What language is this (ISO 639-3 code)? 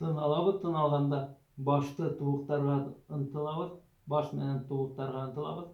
bak